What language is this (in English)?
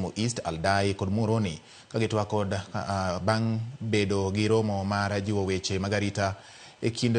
Luo (Kenya and Tanzania)